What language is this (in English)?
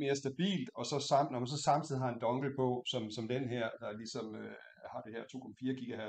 Danish